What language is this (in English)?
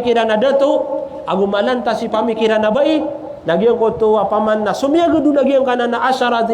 Maranao